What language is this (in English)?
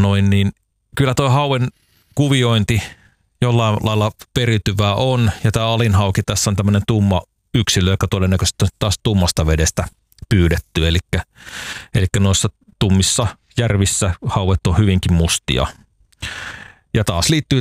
Finnish